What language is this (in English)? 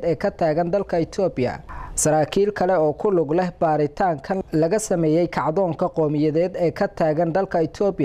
Somali